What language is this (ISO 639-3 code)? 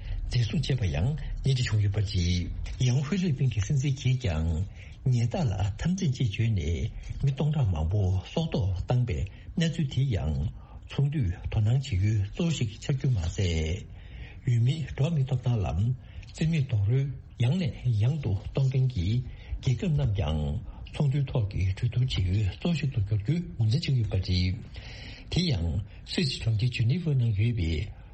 bod